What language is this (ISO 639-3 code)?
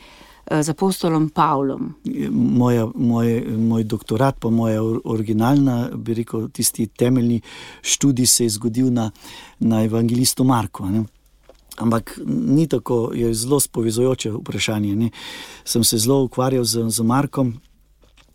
slv